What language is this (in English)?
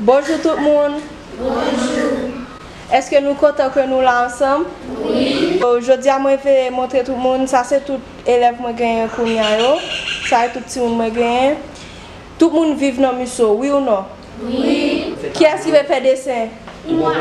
Haitian Creole